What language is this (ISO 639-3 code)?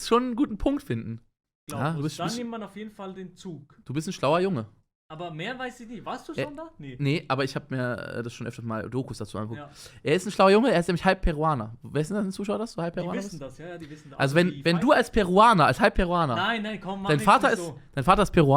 gsw